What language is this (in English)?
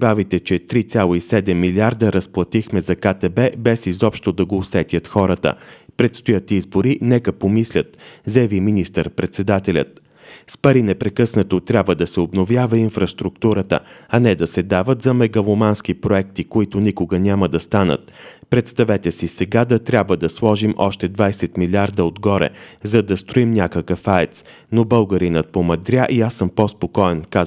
Bulgarian